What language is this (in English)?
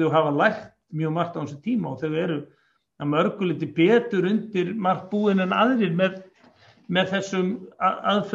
Icelandic